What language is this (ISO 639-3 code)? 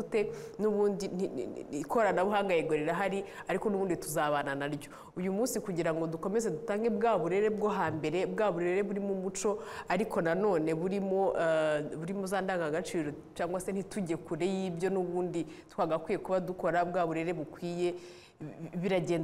kin